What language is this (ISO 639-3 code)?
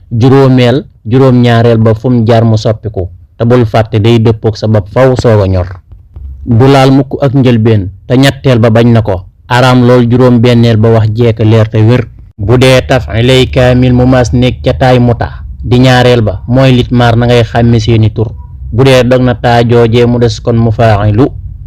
wol